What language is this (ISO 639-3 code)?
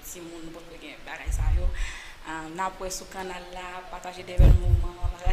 hat